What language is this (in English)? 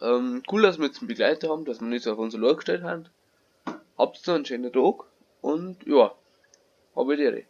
Bavarian